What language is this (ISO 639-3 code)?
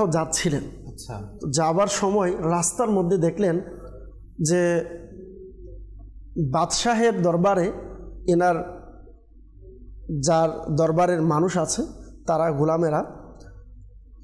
ben